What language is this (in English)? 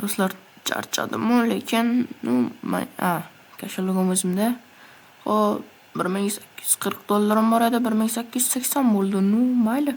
Uzbek